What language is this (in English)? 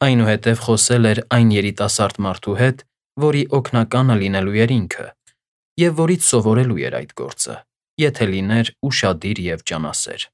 Armenian